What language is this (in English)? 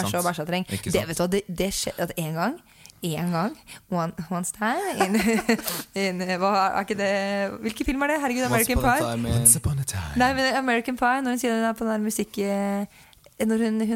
Norwegian